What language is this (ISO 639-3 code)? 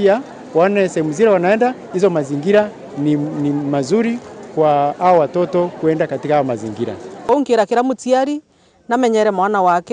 mer